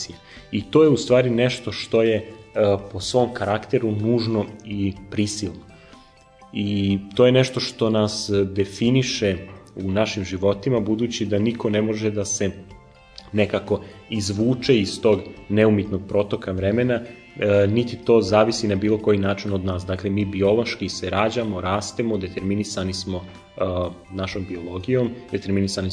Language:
Serbian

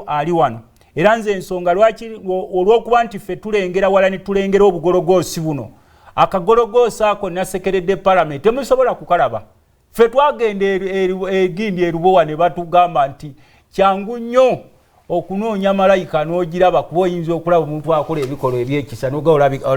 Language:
Ganda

